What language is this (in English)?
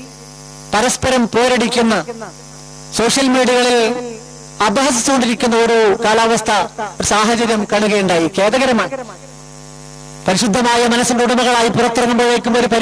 Malayalam